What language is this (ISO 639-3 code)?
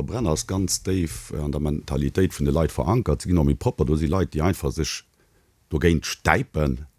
ltz